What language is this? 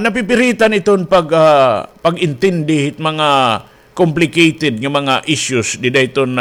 Waray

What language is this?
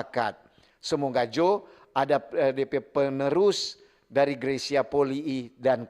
Manado Malay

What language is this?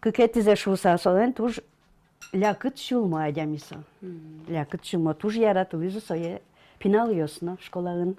Udmurt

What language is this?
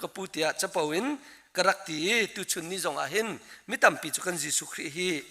Hakha Chin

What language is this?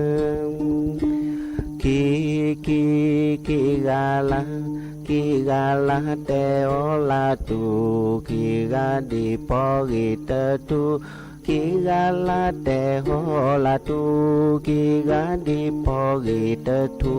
S'gaw Karen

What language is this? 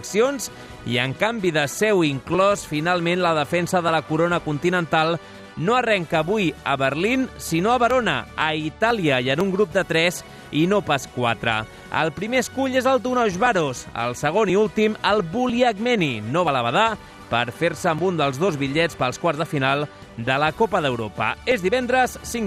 Catalan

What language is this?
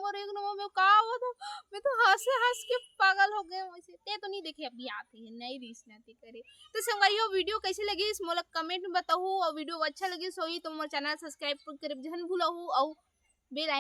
Chhattisgarhi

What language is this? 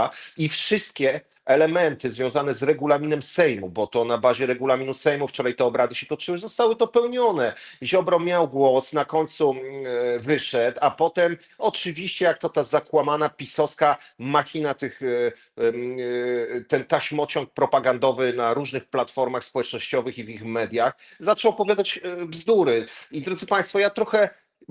Polish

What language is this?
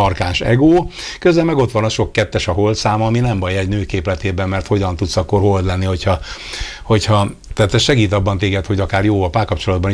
Hungarian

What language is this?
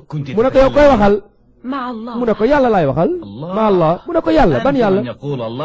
Wolof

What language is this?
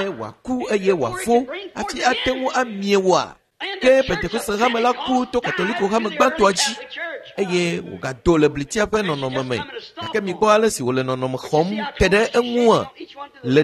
Ewe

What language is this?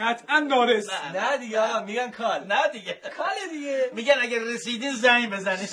Gilaki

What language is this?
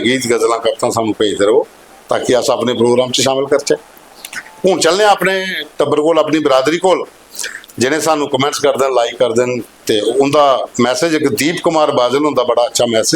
Dogri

